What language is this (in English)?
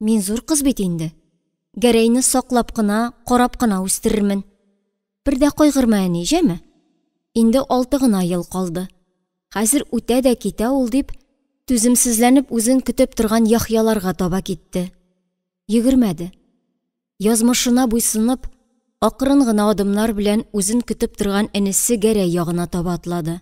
Tatar